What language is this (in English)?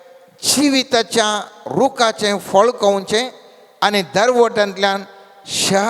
Konkani